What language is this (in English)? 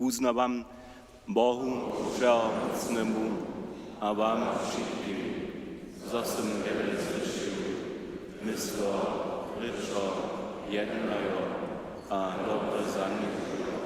Upper Sorbian